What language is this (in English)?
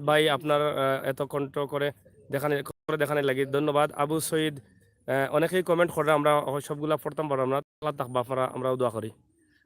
Sylheti